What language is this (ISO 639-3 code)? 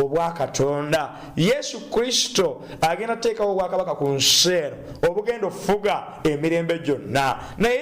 lug